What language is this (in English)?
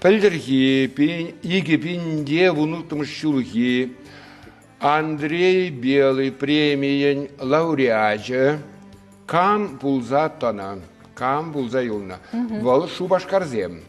Chuvash